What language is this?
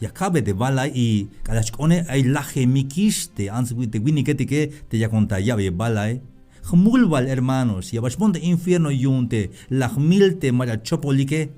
Tzeltal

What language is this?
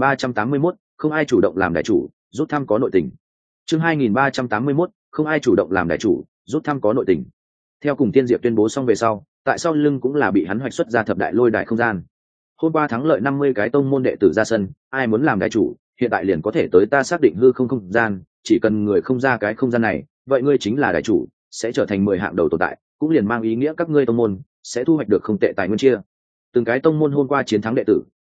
Vietnamese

